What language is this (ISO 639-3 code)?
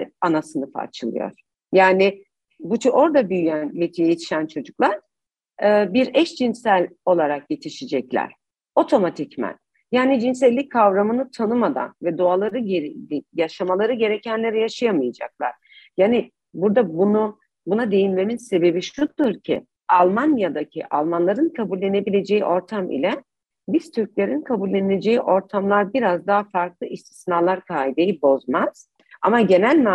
tur